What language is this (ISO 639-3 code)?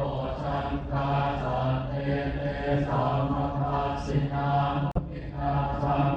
pli